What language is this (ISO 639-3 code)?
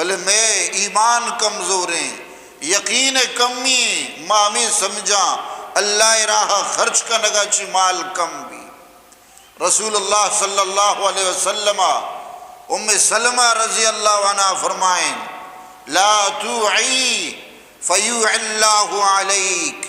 bgp